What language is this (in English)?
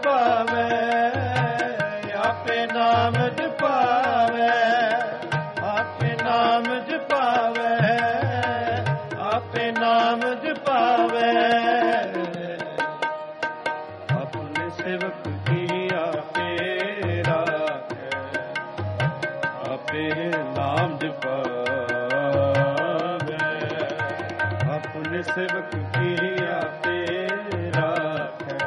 Punjabi